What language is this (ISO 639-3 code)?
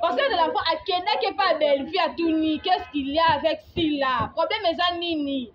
lin